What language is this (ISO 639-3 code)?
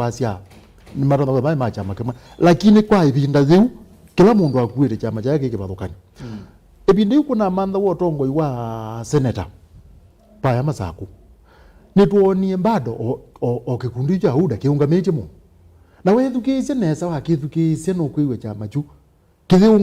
kam